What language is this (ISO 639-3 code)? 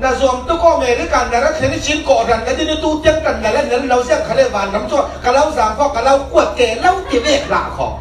cfm